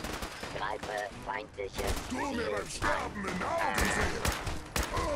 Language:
German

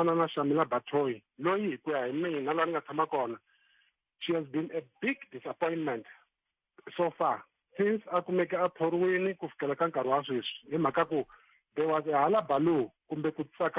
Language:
Tsonga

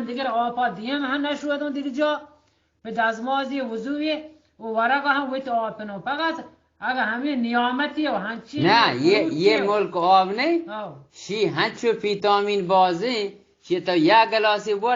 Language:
Eastern Balochi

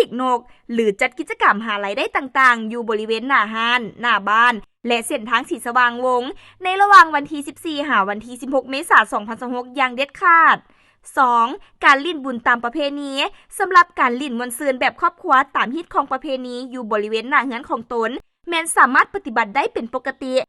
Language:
Lao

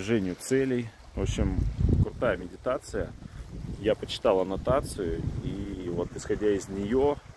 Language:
Russian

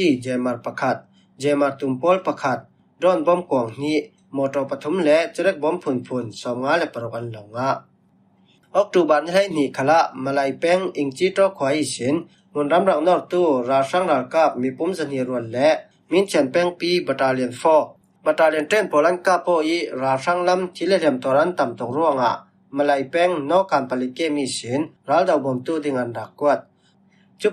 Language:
Falam Chin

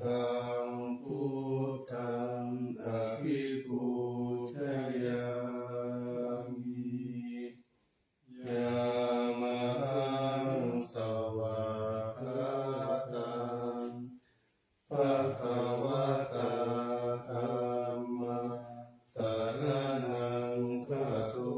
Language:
Pali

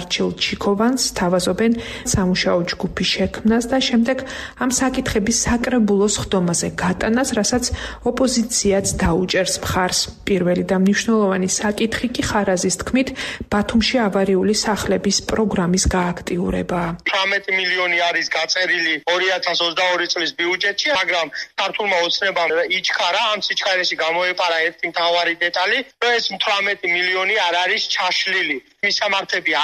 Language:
Georgian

